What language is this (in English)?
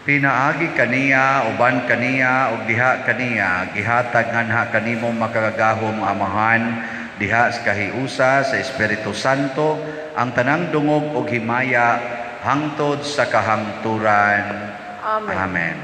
Cebuano